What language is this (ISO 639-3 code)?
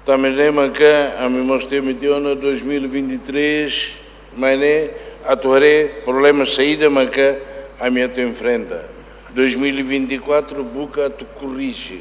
tet